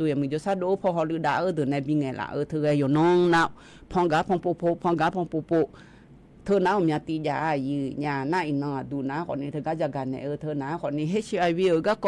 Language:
Akha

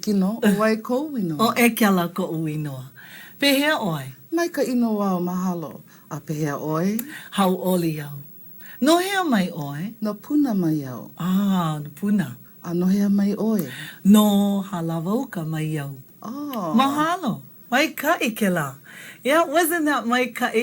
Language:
Hawaiian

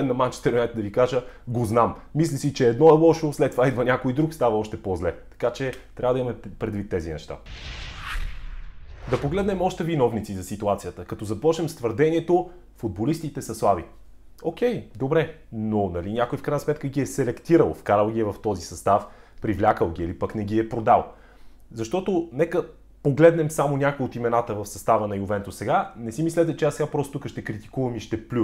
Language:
Bulgarian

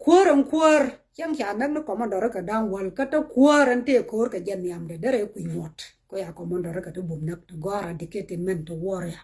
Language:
Nuer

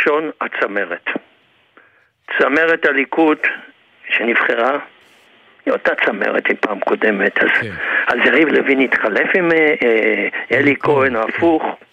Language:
Hebrew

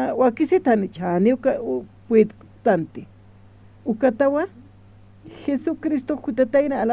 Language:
Aymara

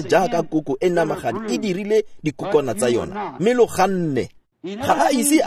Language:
Tswana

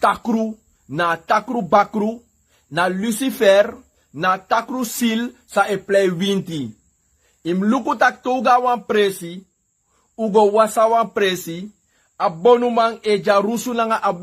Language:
Sranan Tongo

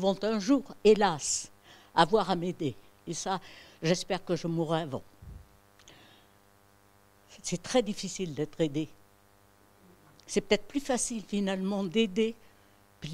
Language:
French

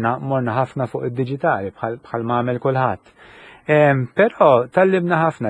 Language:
Maltese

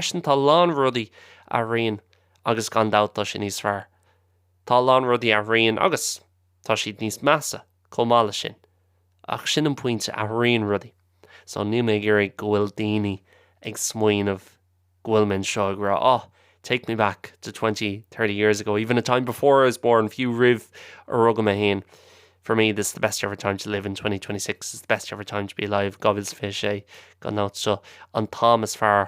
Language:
Irish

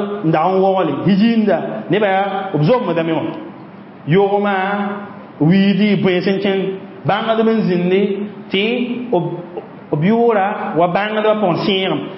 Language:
Mossi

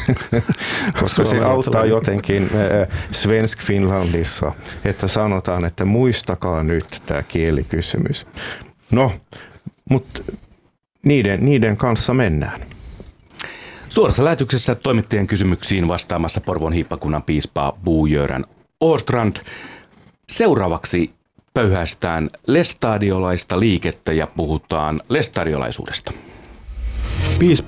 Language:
Finnish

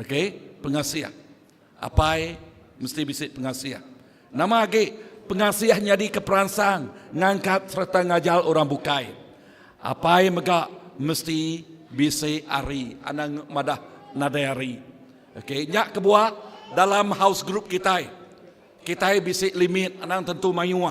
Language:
Iban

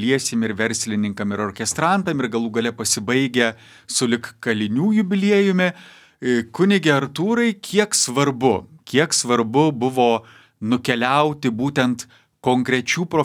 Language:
Lithuanian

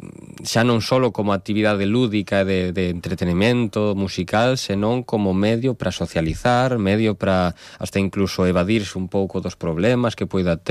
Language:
Galician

